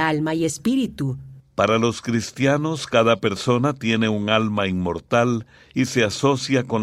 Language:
Spanish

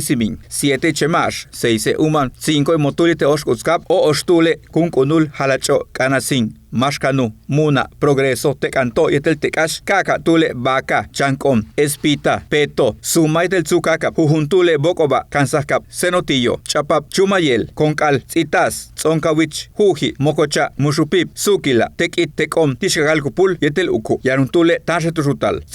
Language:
Yucateco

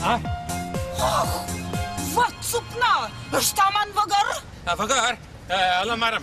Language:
Chuvash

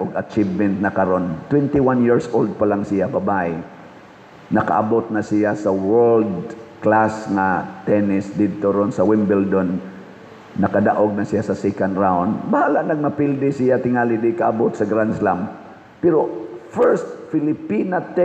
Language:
Cebuano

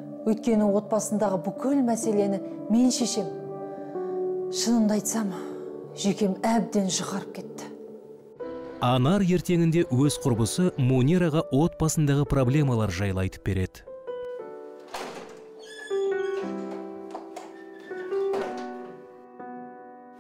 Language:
Kazakh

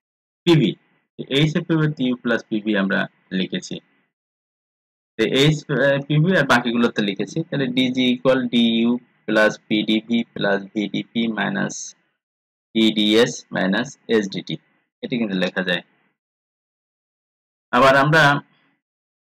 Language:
Bangla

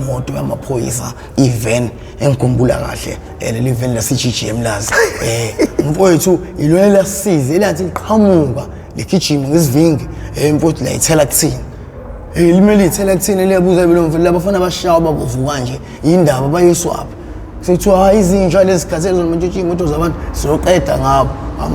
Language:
Zulu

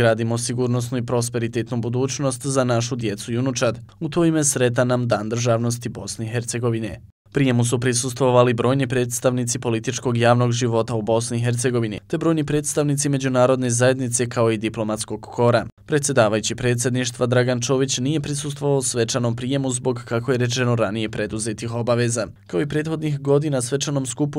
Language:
Bosnian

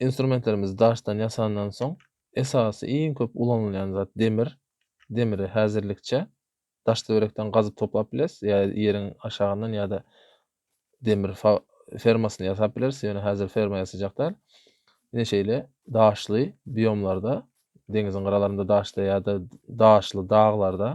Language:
Turkmen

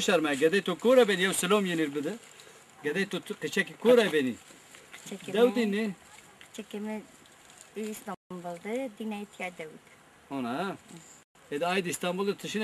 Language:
Zaza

